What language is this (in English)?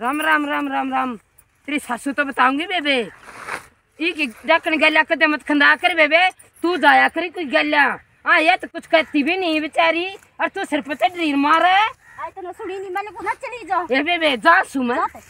Haryanvi